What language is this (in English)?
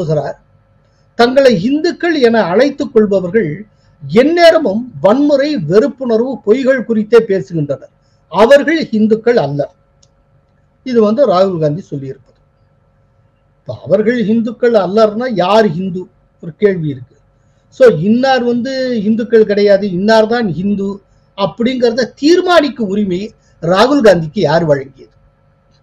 Tamil